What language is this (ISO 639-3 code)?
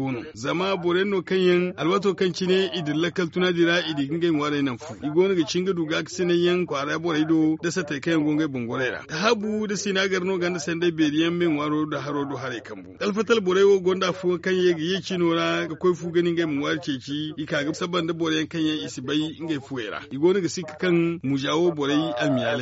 dje